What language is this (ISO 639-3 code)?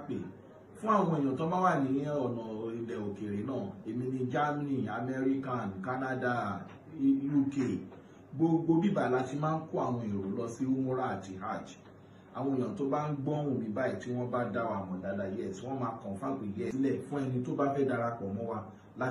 yor